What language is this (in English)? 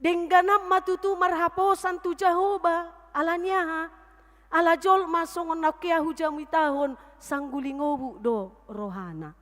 Batak Toba